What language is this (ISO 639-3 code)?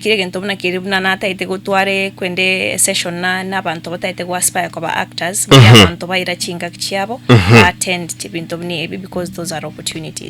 guz